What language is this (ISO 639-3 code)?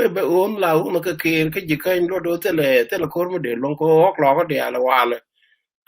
nus